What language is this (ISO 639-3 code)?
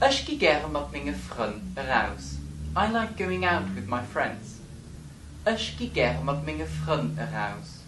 ltz